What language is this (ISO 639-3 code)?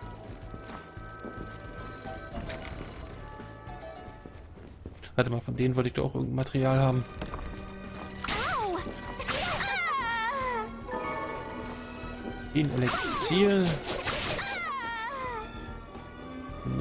deu